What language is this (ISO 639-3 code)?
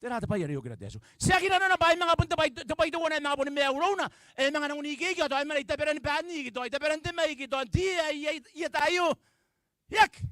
gil